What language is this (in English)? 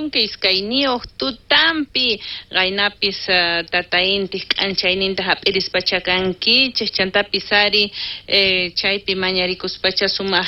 South Bolivian Quechua